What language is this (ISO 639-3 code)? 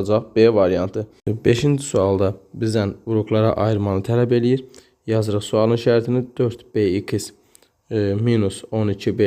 aze